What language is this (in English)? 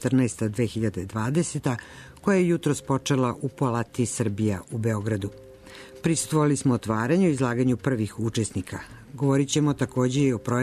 Serbian